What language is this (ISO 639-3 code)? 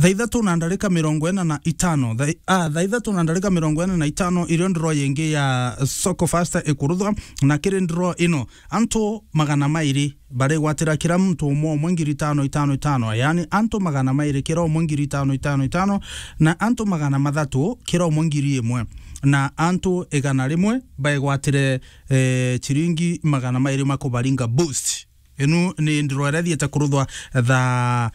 mer